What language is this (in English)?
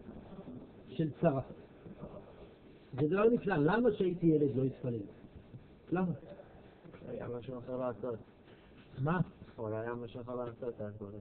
Hebrew